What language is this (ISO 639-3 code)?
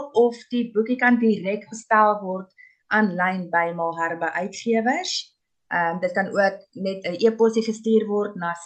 afr